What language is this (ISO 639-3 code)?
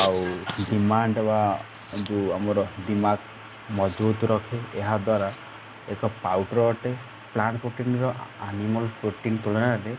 ori